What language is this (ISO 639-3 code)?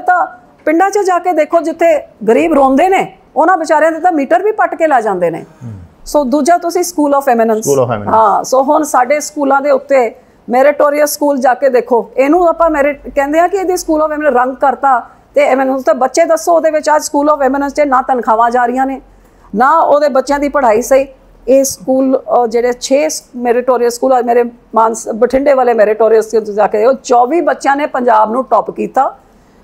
pan